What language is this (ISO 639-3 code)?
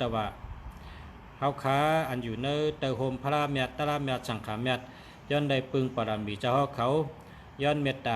shn